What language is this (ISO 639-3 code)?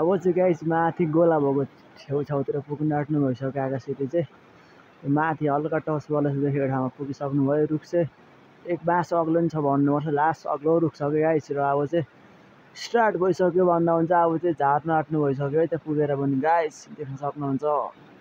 nep